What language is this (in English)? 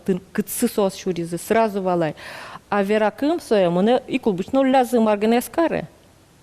Udmurt